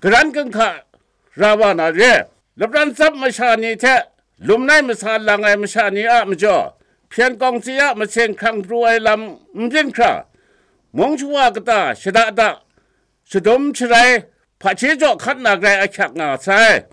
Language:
Kachin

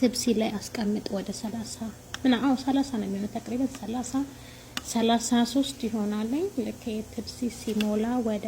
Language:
Amharic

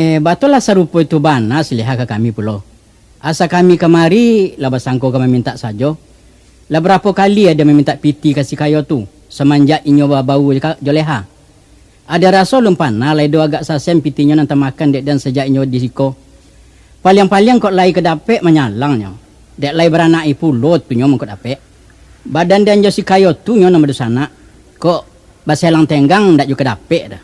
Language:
Minangkabau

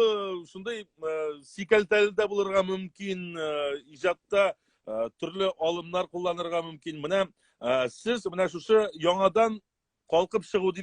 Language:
Tatar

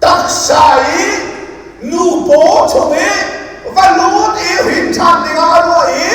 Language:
Hakha Chin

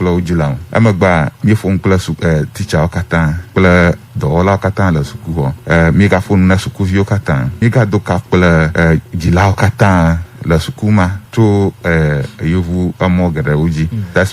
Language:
Ewe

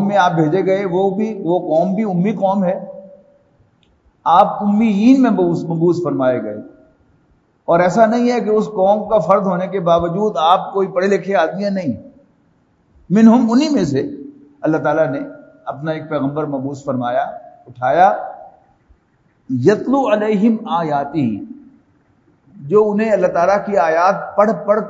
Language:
Urdu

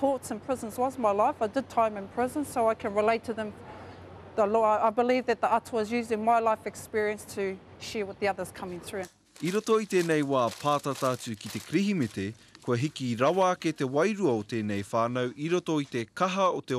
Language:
Māori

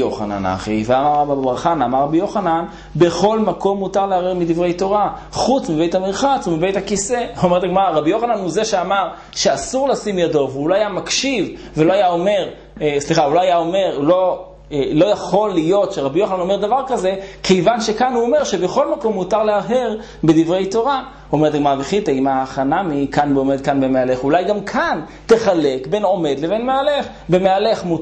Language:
Hebrew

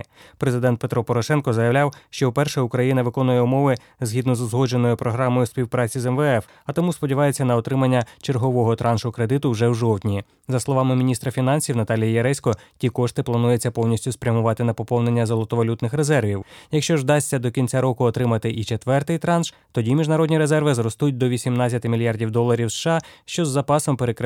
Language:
Ukrainian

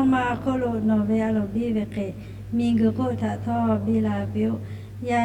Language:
Lahu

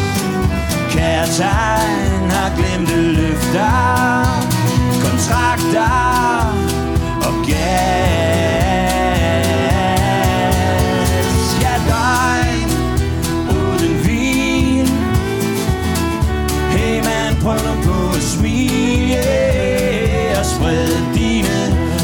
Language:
Danish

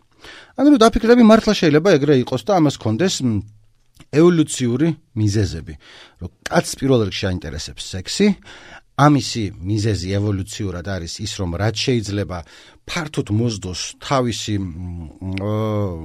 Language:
Georgian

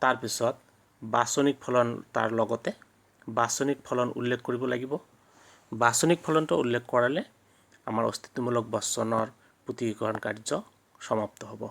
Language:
Assamese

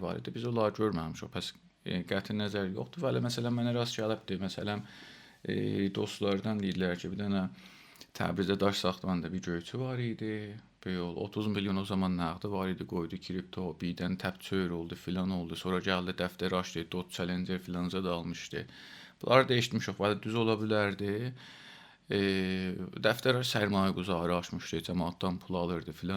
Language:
South Azerbaijani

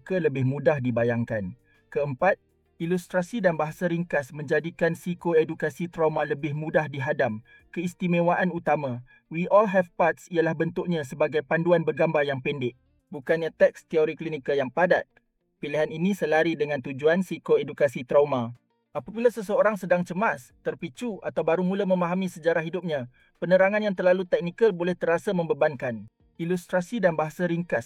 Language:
Malay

